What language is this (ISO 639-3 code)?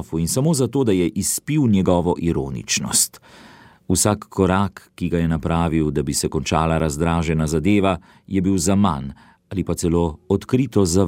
slv